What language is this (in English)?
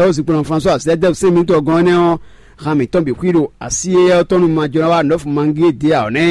Fon